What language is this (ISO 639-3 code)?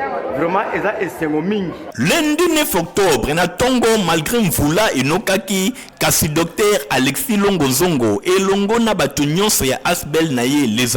lin